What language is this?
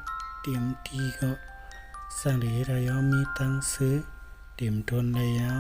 Shan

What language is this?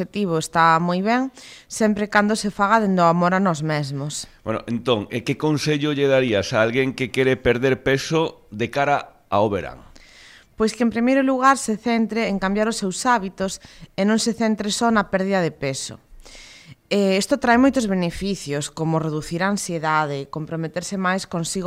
Galician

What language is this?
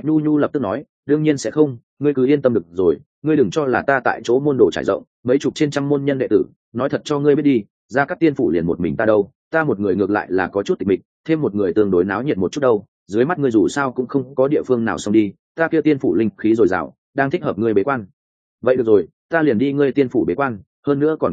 Vietnamese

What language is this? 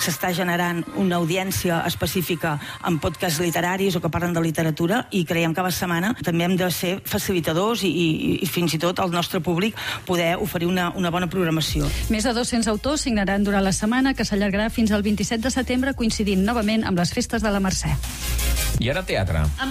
Catalan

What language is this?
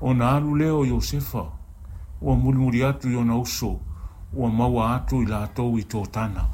Samoan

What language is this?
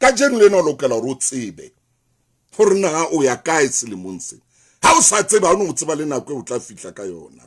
Southern Sotho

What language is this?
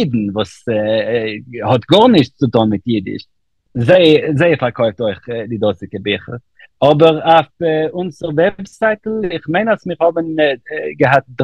Yiddish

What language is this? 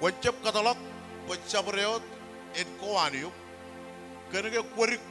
Marshallese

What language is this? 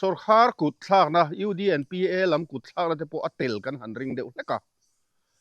Mizo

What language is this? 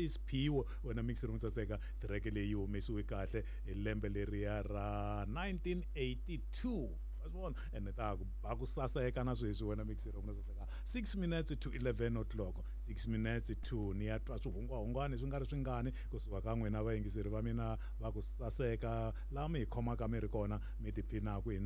Tsonga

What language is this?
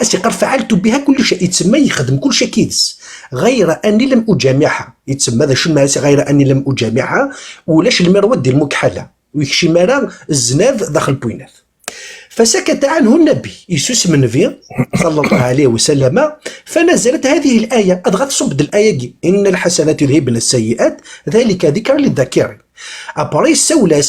Kabyle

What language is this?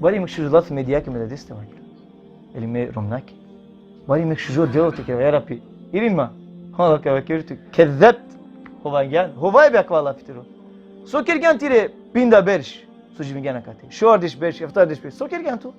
Balkan Romani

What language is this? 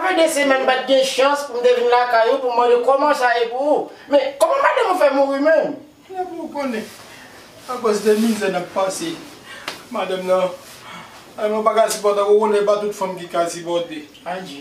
Haitian Creole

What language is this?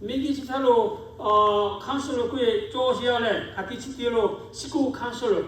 Lahu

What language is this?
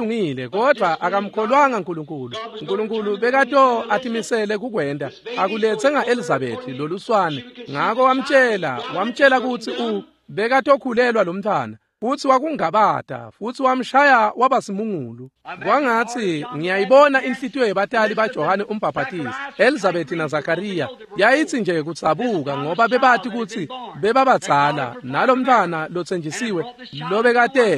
Swati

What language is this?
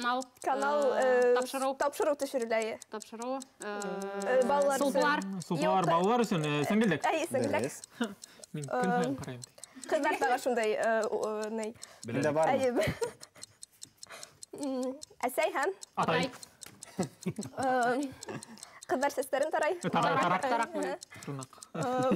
Bashkir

